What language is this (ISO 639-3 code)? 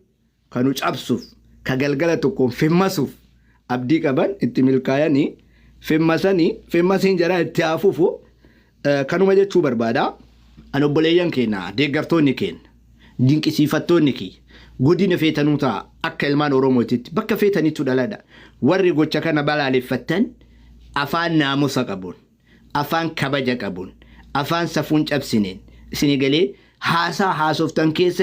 orm